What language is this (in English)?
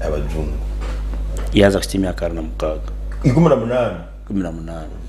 Nyankole